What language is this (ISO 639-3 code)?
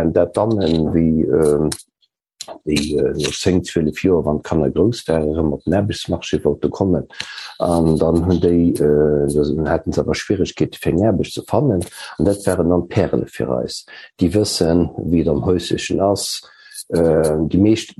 ltz